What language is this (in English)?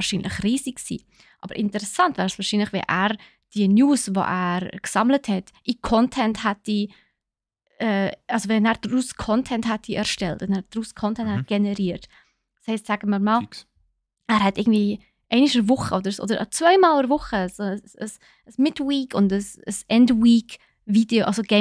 Swiss German